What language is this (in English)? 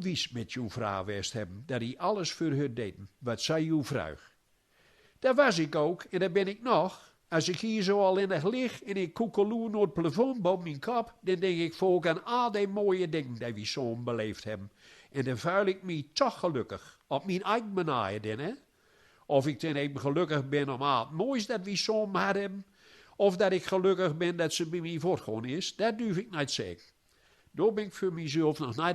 Gronings